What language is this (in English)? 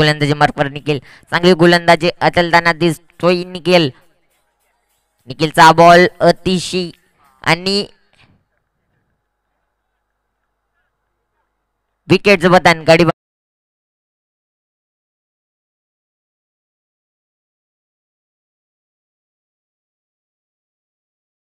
Marathi